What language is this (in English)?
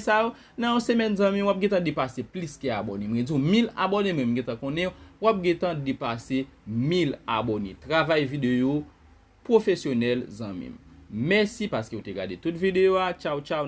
Haitian Creole